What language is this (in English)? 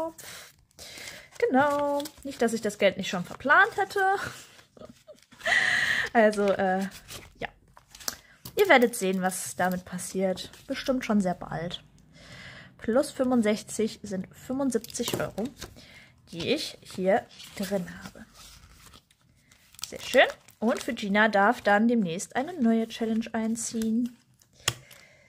German